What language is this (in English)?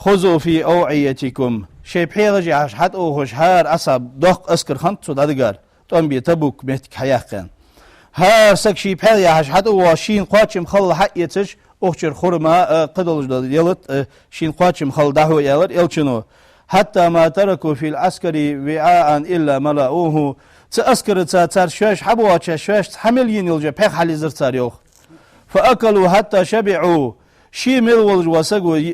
Ingush